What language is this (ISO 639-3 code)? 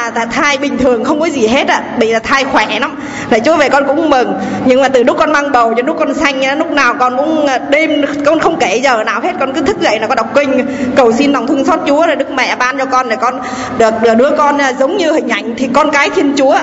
vie